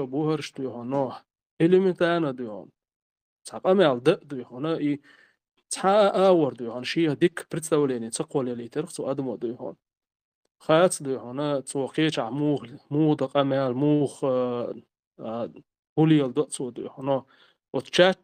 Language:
Chechen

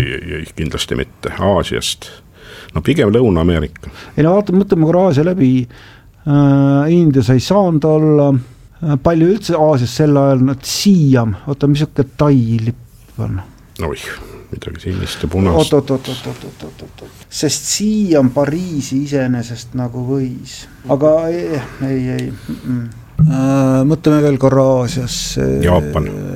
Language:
Estonian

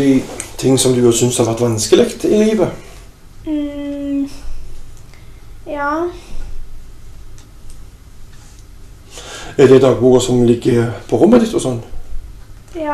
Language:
Norwegian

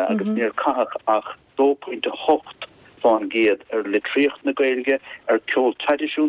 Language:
Irish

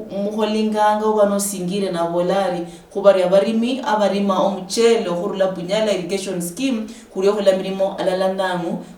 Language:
Luyia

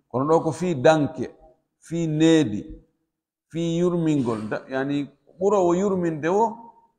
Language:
Pular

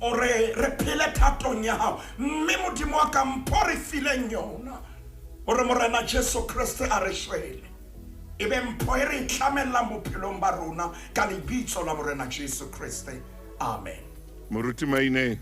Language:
Southern Sotho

